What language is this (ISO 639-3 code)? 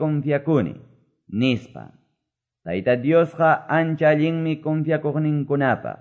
que